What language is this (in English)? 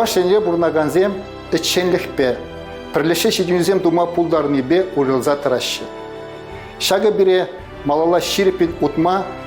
Chuvash